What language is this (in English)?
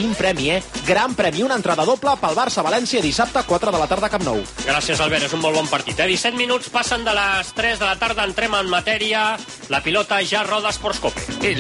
Catalan